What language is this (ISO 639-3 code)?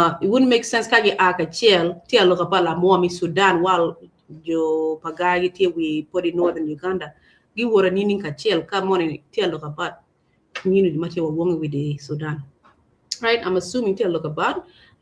ach